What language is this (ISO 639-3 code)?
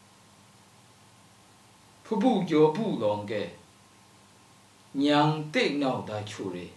lsi